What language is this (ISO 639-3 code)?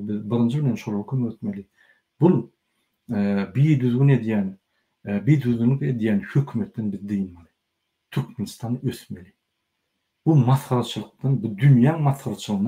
tuk